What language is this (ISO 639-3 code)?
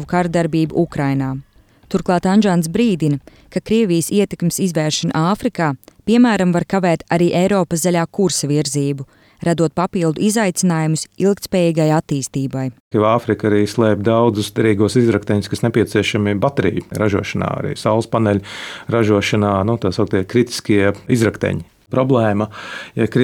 lav